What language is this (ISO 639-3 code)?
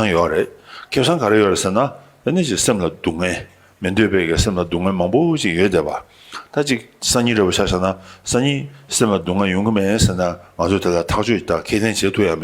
bod